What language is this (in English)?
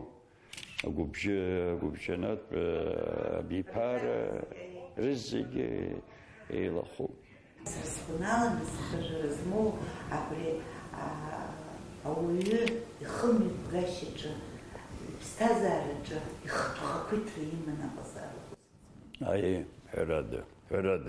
Abkhazian